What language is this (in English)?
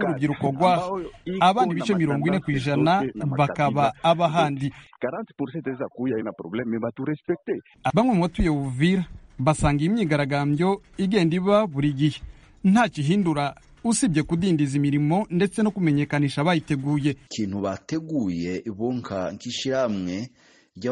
Kinyarwanda